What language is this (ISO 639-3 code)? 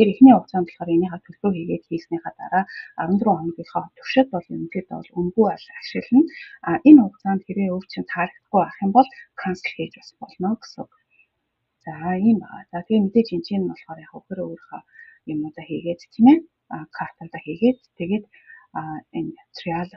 mon